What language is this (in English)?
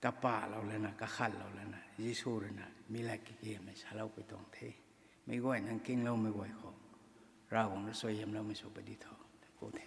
Rongmei Naga